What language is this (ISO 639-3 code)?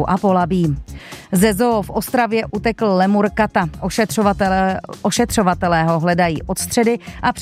ces